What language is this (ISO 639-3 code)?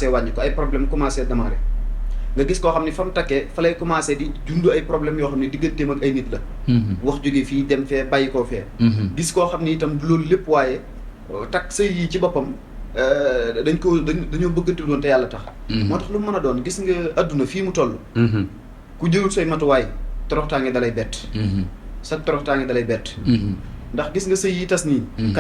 wol